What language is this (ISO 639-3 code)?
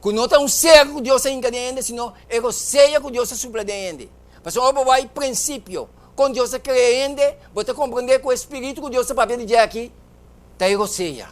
pap